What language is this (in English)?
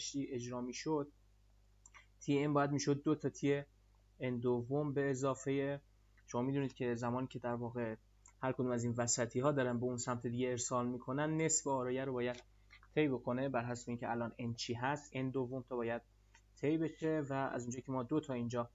Persian